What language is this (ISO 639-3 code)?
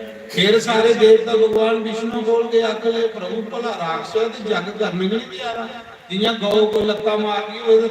doi